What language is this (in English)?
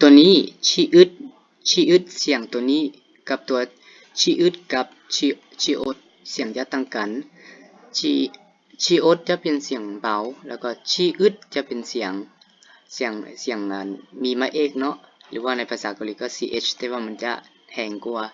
Lao